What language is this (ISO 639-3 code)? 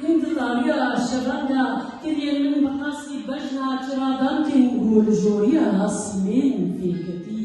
kur